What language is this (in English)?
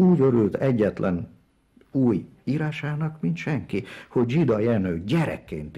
Hungarian